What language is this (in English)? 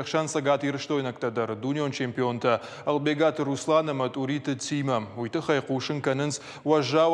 Ossetic